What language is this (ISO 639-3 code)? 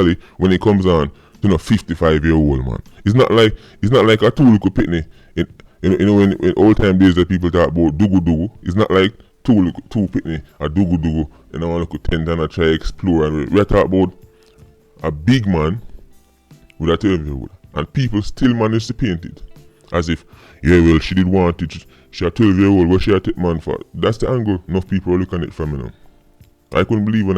jam